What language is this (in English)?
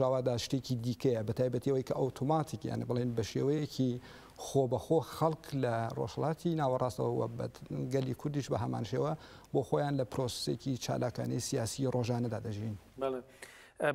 Central Kurdish